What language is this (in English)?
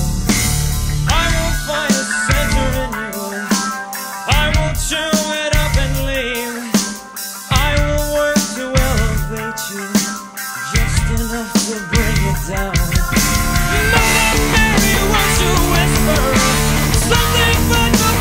English